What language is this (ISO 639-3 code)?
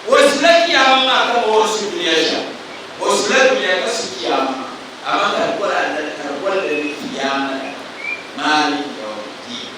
dag